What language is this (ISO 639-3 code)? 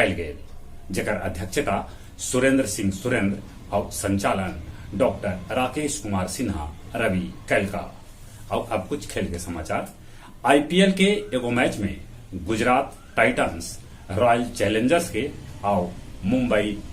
mag